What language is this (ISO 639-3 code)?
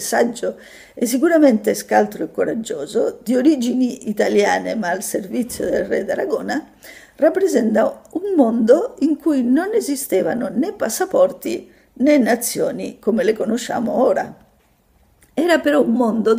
ita